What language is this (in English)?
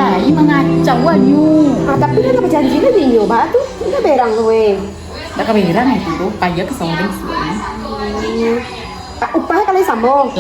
Minangkabau